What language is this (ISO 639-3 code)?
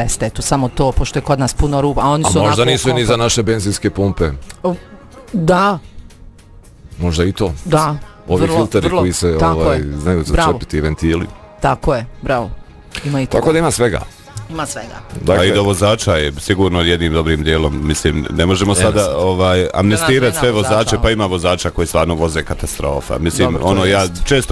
bos